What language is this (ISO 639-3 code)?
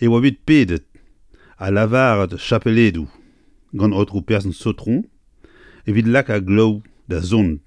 bre